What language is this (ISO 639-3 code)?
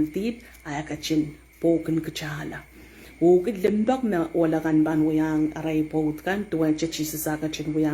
pon